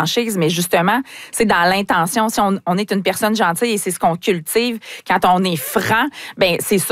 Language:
French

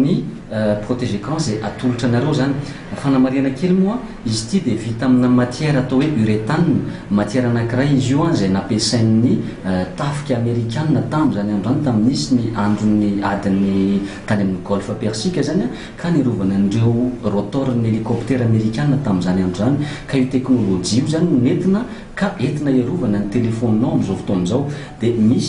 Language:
Malagasy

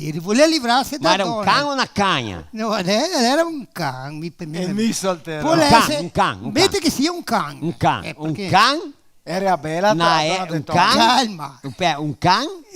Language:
Venetian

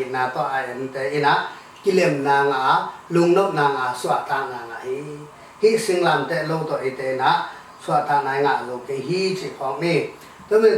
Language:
Tedim Chin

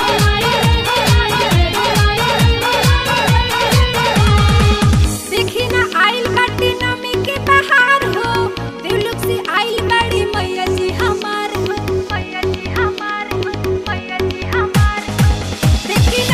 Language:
Bhojpuri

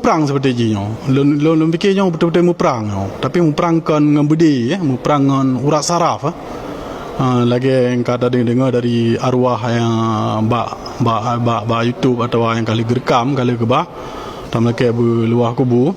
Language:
Achinese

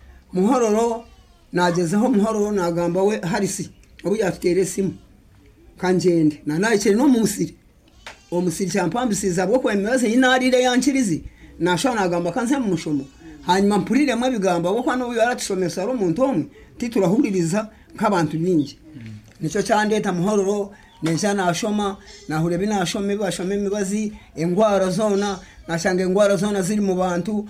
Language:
Nyankole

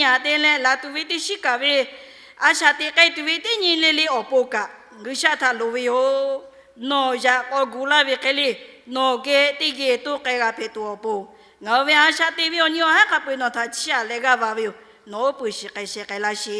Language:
Lahu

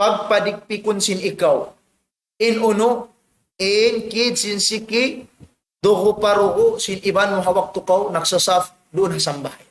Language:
Tausug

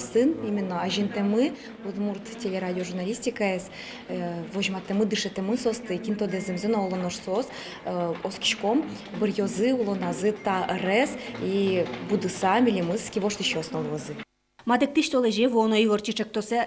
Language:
Udmurt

